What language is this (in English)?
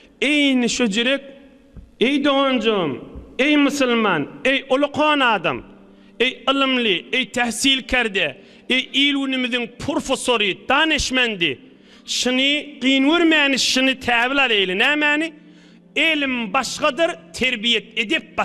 Turkmen